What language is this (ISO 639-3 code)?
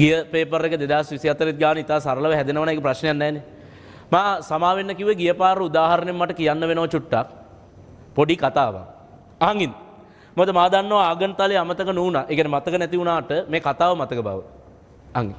sin